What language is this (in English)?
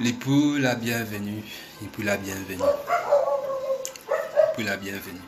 Morisyen